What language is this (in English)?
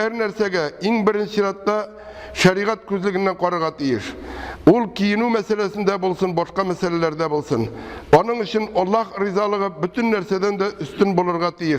Tatar